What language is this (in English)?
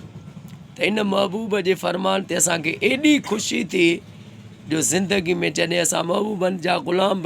Sindhi